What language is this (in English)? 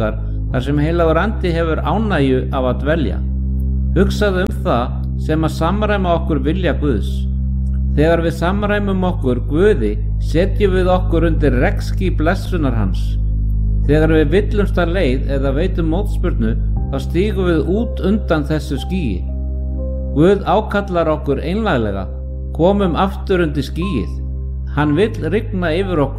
Icelandic